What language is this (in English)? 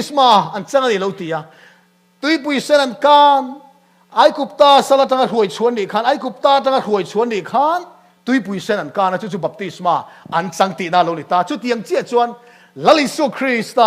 Mizo